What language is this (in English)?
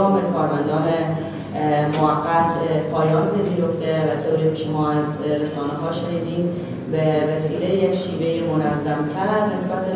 Persian